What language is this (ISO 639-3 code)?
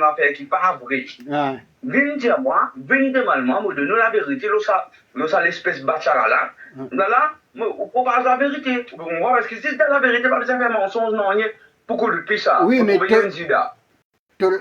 mfe